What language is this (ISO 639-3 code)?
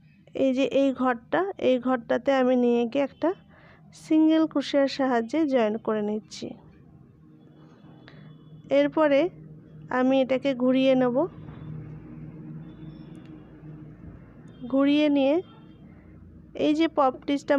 ben